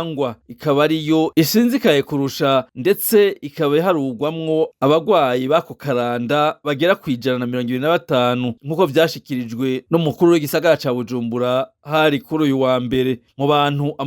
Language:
Rundi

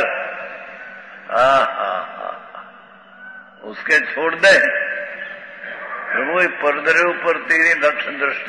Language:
Hindi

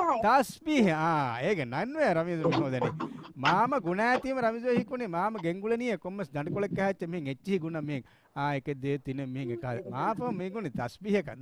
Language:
Divehi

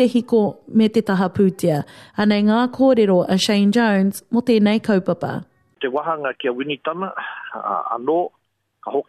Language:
Māori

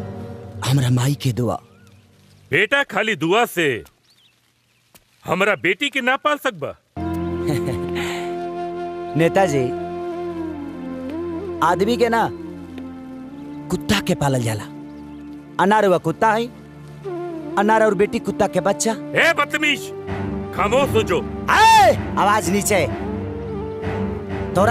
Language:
Bhojpuri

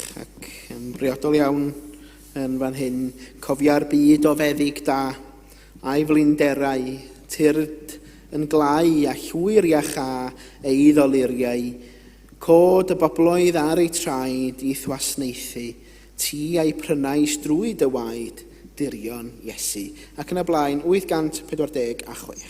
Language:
Welsh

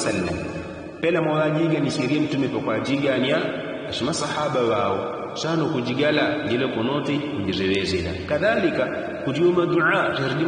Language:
Yao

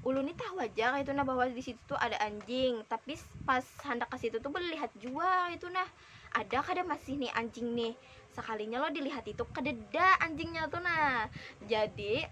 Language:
Banjar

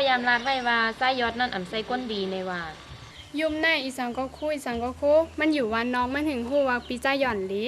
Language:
Shan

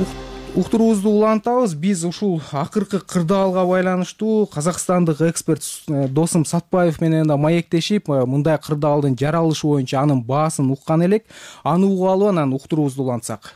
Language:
Kyrgyz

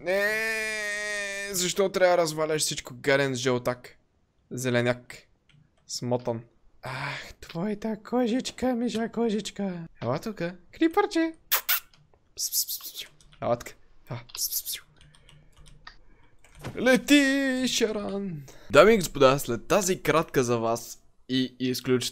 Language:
Bulgarian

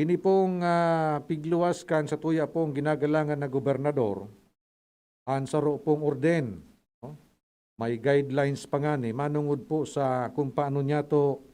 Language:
Bikol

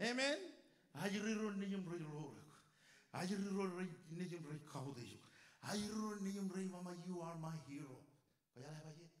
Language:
Marshallese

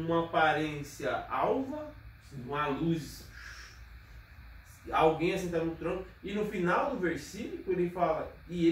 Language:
Portuguese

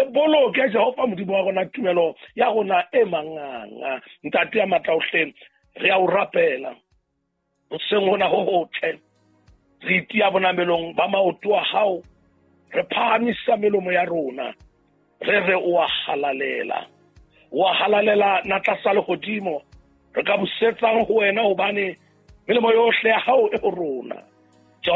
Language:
Southern Sotho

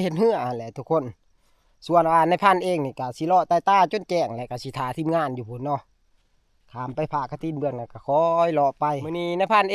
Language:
Northeastern Thai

